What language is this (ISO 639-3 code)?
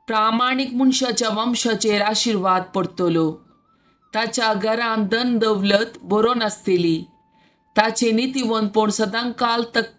kok